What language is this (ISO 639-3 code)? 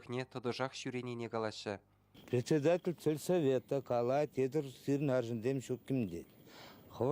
chv